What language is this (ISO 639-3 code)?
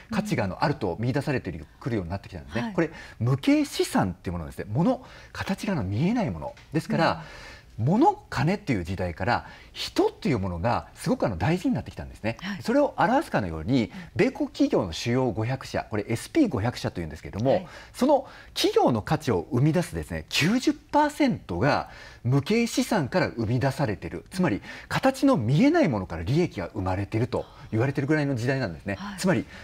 jpn